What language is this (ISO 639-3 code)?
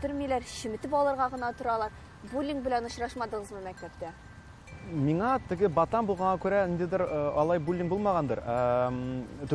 tat